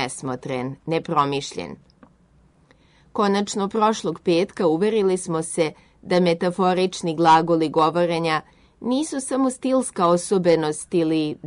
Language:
Serbian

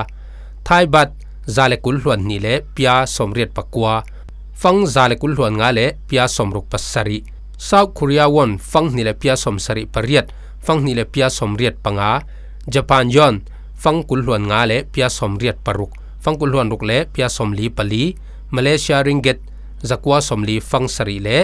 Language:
Falam Chin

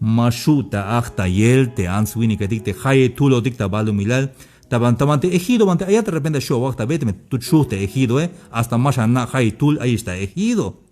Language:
Tzeltal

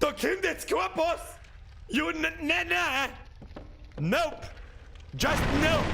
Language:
Bavarian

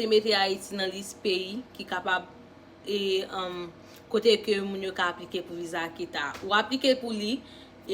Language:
Haitian Creole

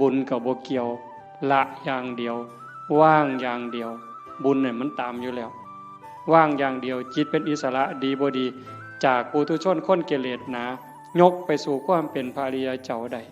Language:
Northeastern Thai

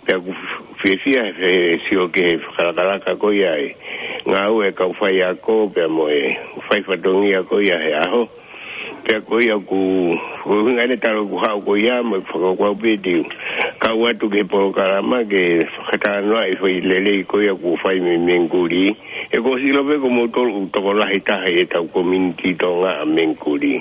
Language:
Tongan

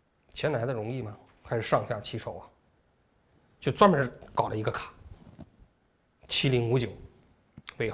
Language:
Chinese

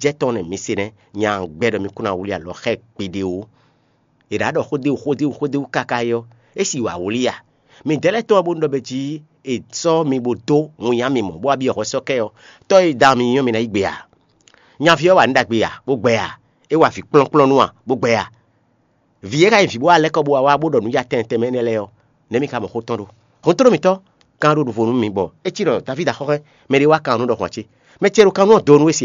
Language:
Fon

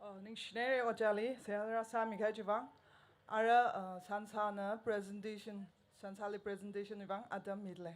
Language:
Tangkhul Naga (India)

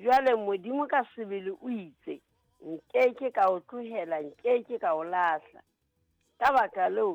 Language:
Southern Sotho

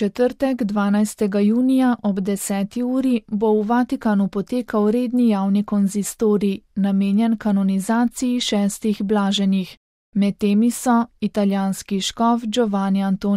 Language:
Slovenian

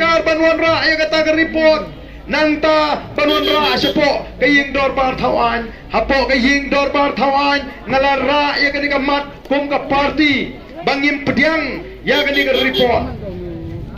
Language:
Khasi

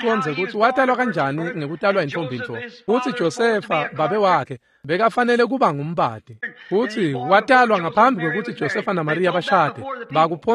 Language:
Swati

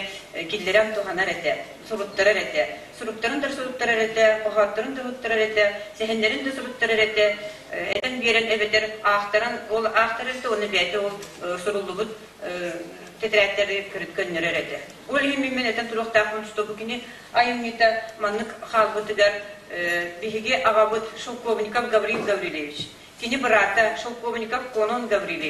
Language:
Yakut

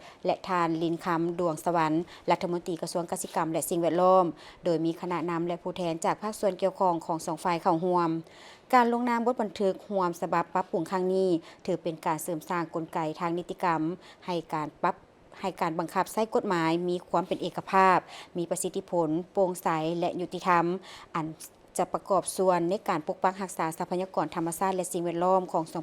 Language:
Lao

